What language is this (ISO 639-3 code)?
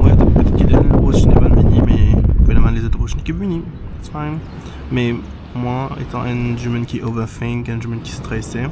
mfe